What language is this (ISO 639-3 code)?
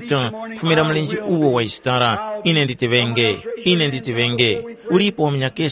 tum